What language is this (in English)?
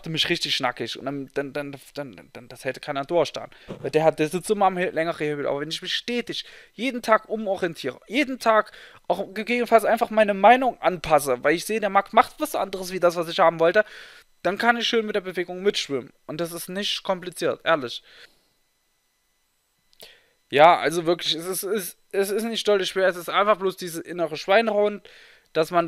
German